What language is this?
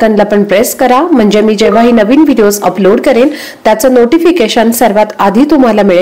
Marathi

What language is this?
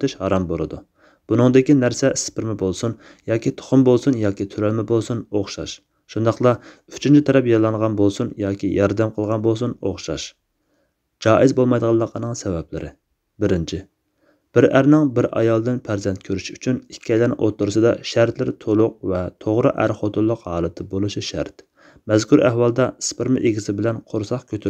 Uyghur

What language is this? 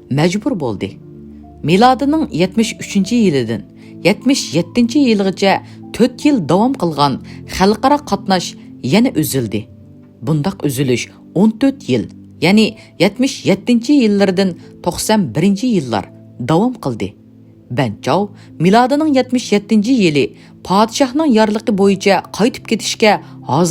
Uyghur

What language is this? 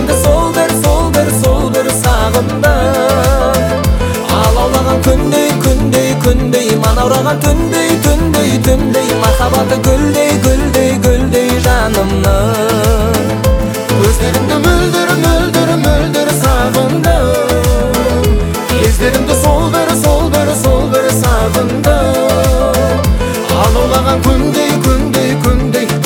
Kazakh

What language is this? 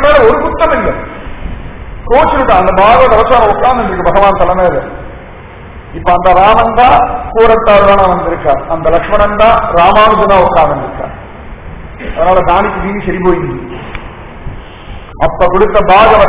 Tamil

